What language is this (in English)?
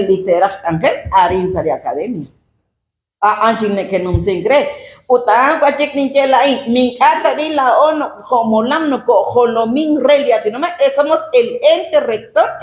Kekchí